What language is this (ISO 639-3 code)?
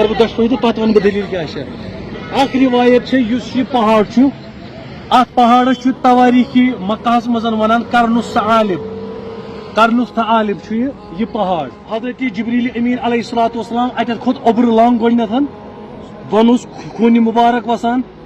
kas